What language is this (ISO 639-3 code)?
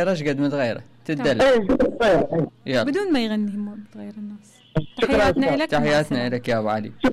acm